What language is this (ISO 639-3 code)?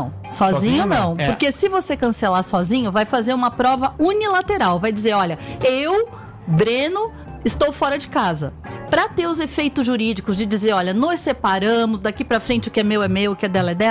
por